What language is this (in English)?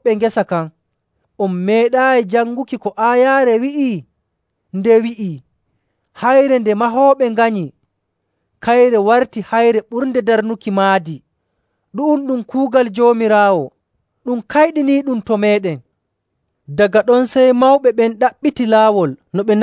Nigerian Fulfulde